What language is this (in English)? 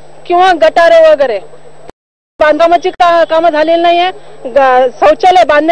Marathi